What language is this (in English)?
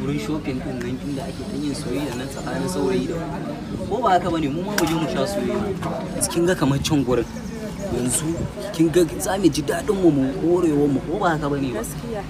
Hausa